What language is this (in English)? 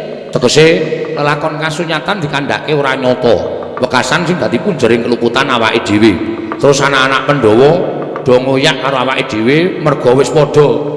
Javanese